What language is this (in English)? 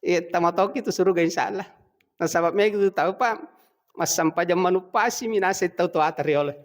Buginese